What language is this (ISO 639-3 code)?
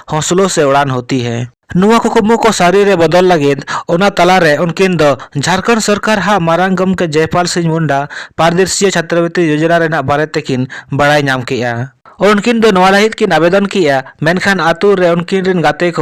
sat